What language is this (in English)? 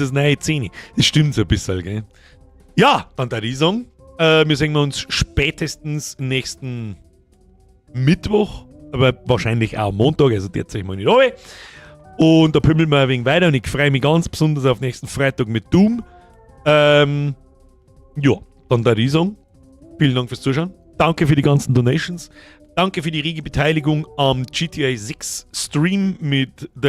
Bavarian